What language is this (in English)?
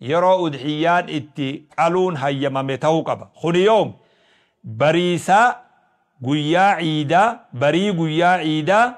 Oromo